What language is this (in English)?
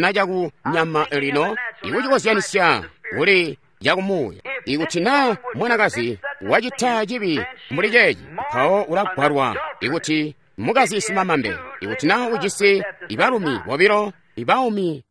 Tonga (Zambia)